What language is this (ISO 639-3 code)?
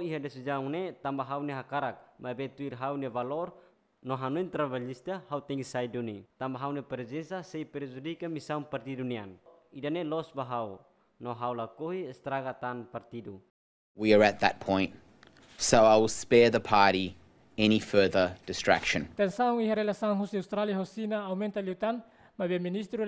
tet